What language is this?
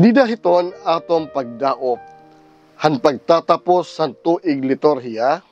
Waray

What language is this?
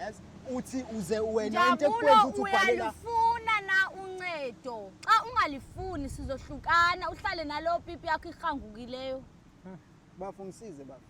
Zulu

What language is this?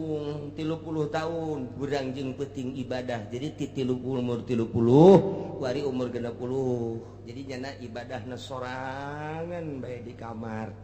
Sundanese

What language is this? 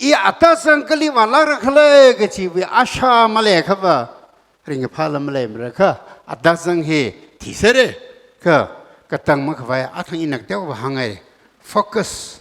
Tangkhul Naga (India)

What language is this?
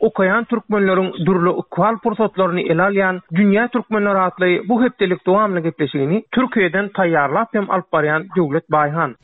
Turkmen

